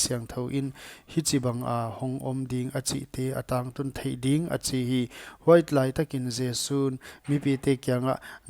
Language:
Paite Chin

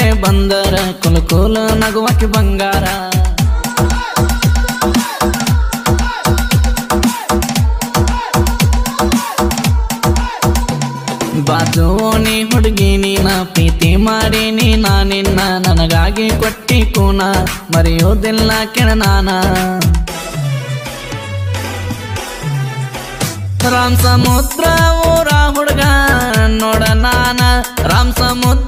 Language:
Kannada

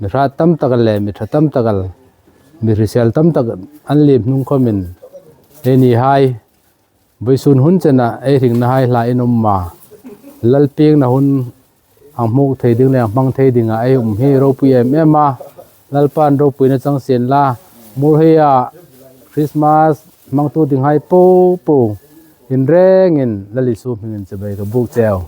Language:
Hmar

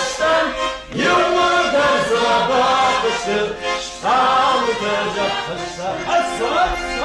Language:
Ossetic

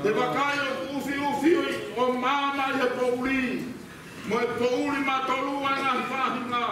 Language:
Tongan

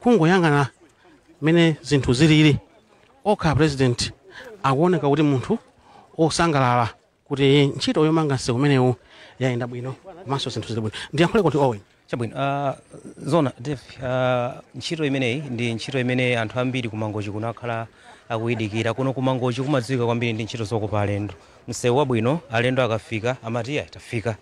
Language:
Nyanja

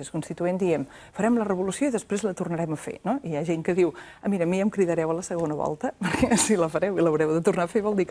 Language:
Catalan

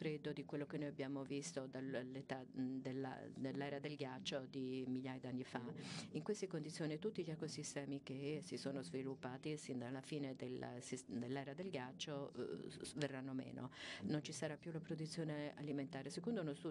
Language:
Italian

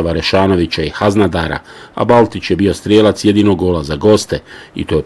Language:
Bosnian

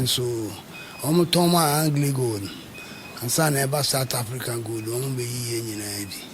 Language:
Akan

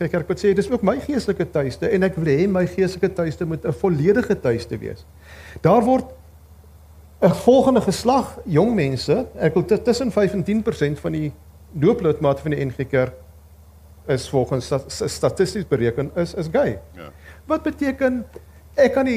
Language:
Afrikaans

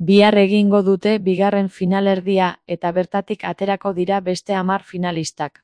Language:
Basque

